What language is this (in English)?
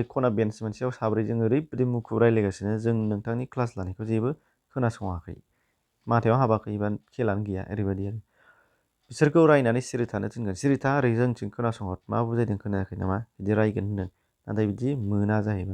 Bodo